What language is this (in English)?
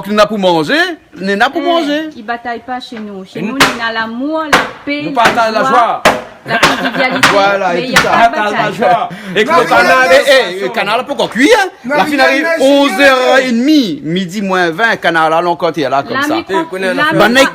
Réunion Creole French